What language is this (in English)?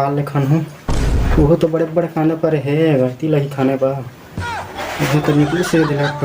Chhattisgarhi